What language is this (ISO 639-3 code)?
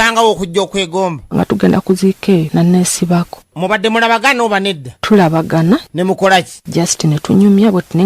lug